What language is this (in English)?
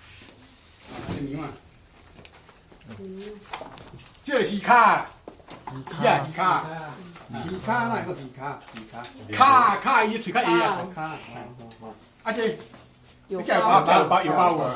Min Nan Chinese